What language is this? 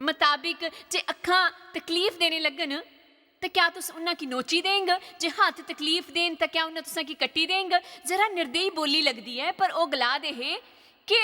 Dogri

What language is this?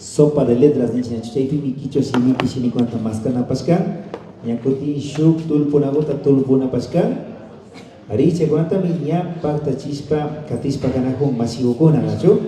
Imbabura Highland Quichua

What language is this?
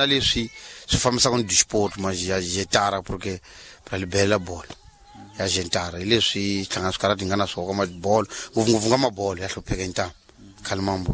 Tsonga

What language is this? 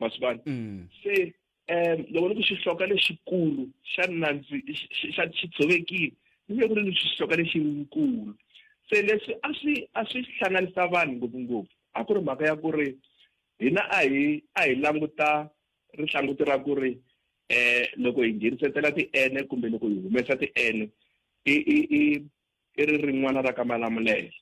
Tsonga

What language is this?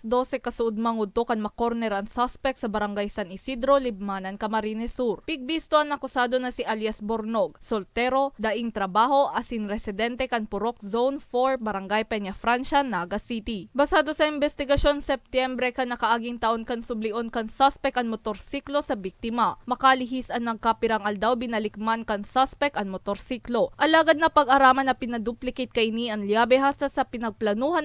Bikol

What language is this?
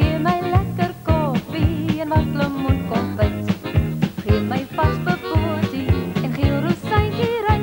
Afrikaans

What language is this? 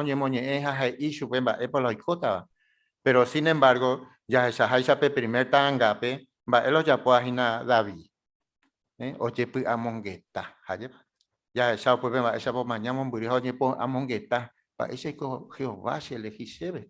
Guarani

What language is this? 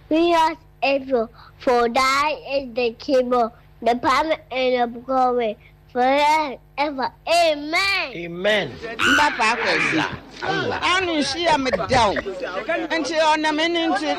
Akan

